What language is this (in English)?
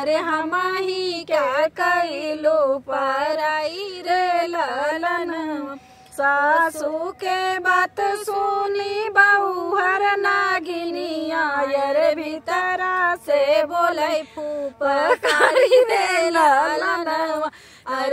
Bhojpuri